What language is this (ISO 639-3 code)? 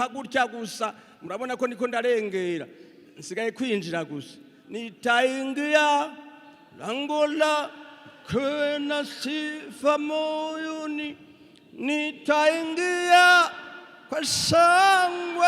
run